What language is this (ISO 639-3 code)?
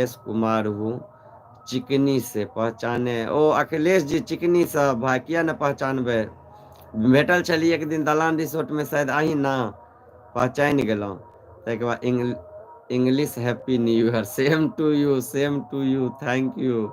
mai